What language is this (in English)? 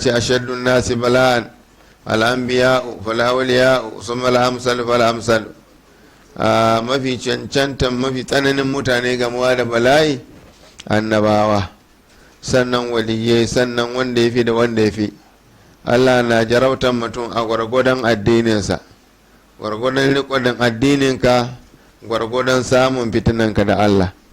Hausa